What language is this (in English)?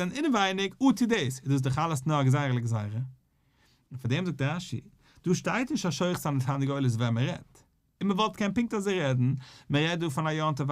Yiddish